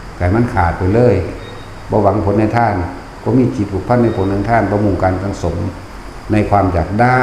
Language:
Northeastern Thai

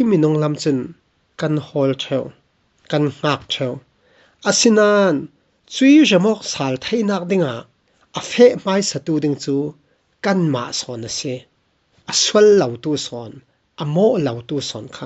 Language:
Falam Chin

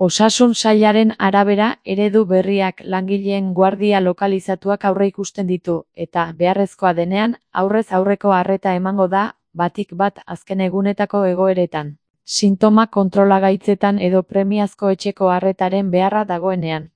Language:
Basque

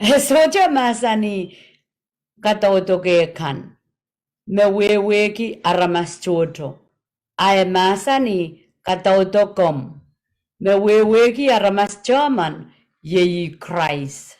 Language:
Pohnpeian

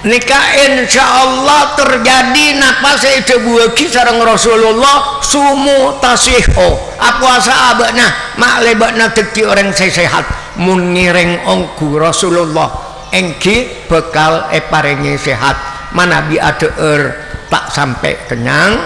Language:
Madurese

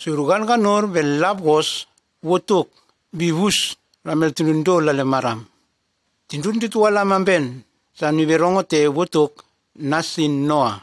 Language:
Nume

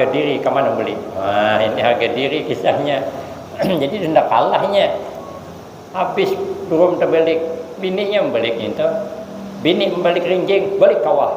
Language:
Banjar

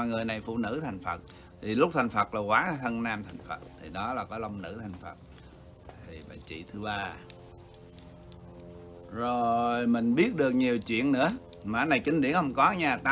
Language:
Vietnamese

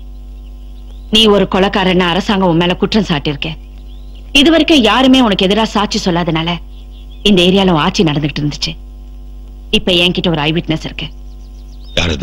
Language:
Tamil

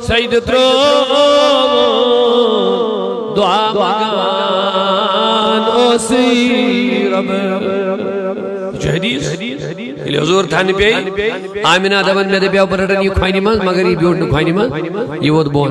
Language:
Kashmiri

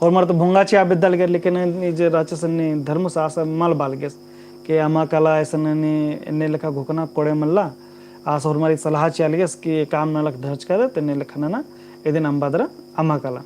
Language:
Kurukh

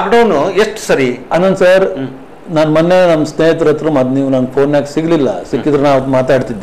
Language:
Kannada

